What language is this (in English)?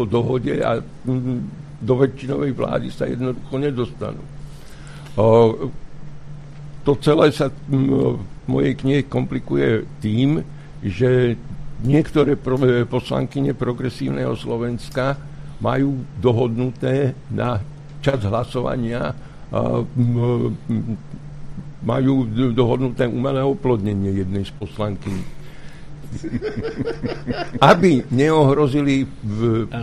Slovak